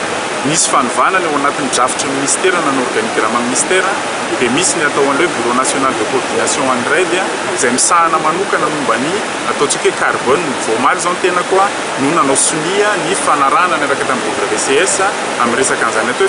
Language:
Malagasy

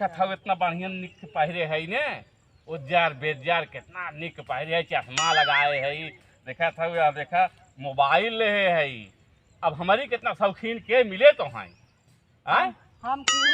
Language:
Awadhi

